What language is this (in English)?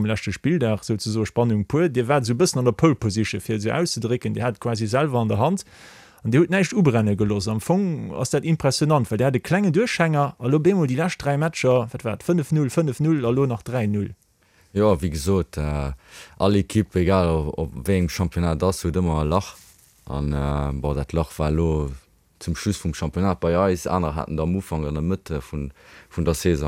Luxembourgish